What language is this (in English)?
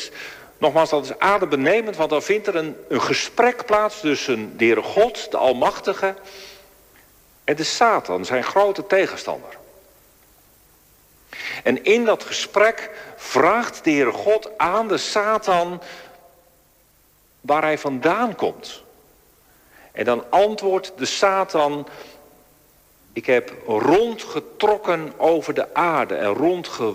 Dutch